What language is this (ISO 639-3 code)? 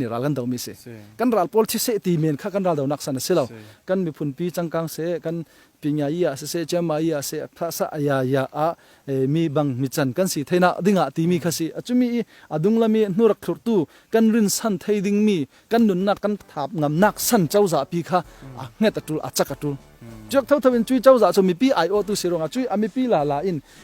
cfm